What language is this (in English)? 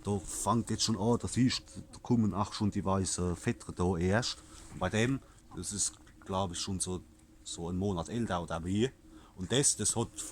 Palatine German